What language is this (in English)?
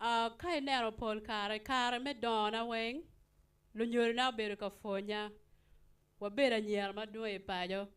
Acoli